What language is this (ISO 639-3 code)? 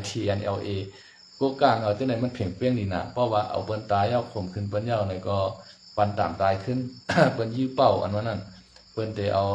shn